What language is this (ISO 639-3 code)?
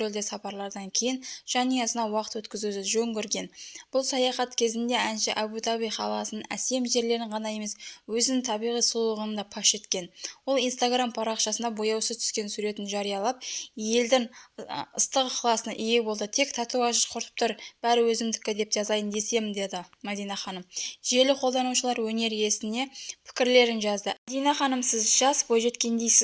kaz